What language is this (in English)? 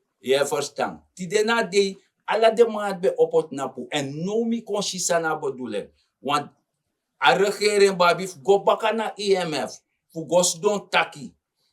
Sranan Tongo